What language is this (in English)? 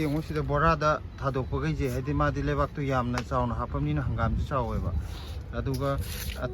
Manipuri